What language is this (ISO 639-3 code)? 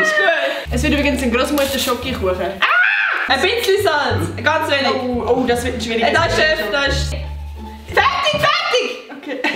gsw